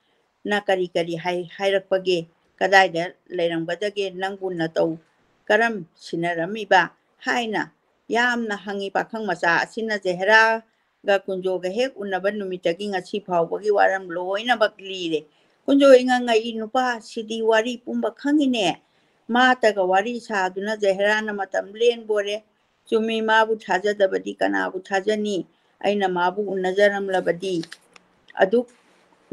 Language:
Manipuri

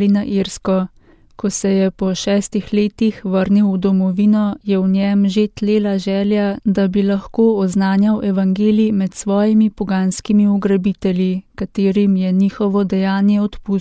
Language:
Slovenian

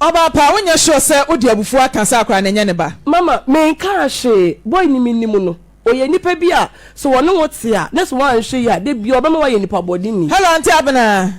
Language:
Akan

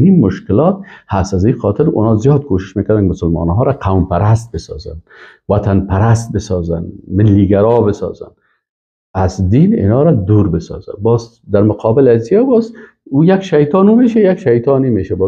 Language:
Persian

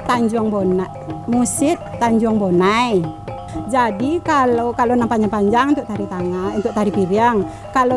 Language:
Minangkabau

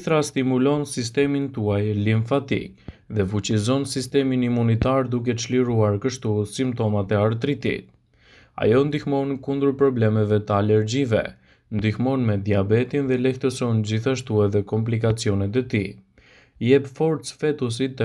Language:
Albanian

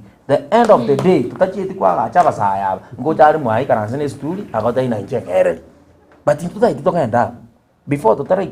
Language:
Gusii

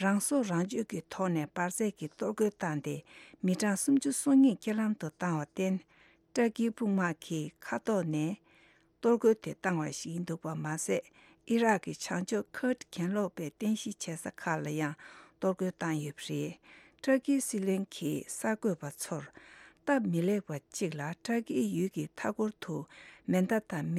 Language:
Tibetan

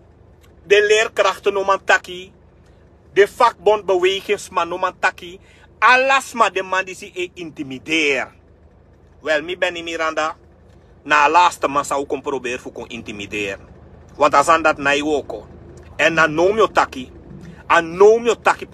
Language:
Sranan Tongo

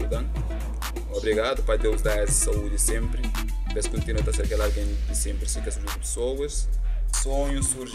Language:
Kabuverdianu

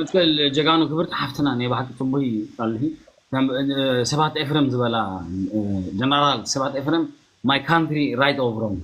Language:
Tigrinya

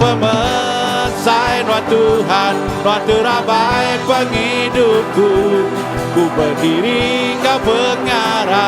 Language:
Iban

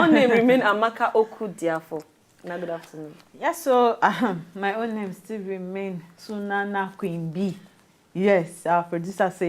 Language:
Nigerian Pidgin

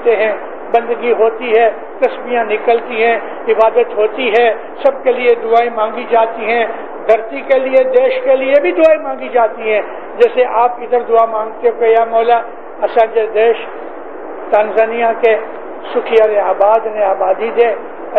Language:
Urdu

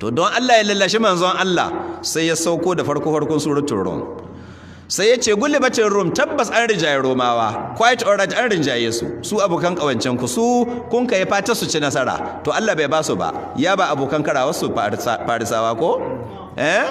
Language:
Hausa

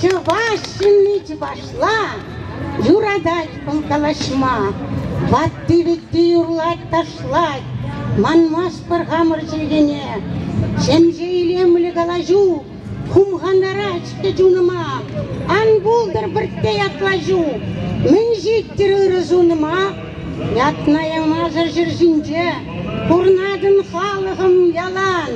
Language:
Chuvash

